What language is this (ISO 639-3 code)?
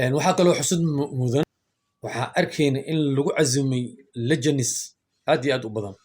som